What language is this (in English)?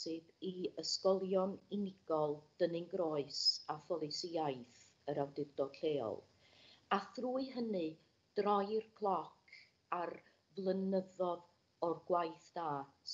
Welsh